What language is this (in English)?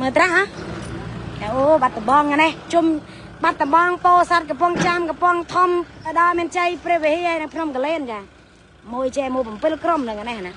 Khmer